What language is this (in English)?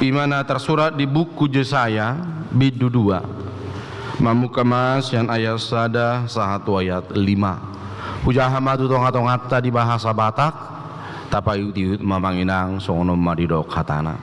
Batak Toba